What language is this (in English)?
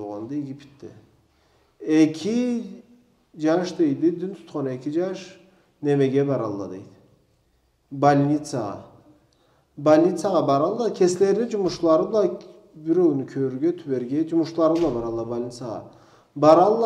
Karachay-Balkar